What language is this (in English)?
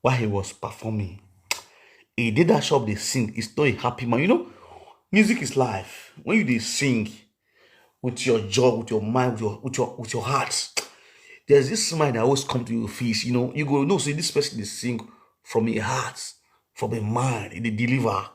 Nigerian Pidgin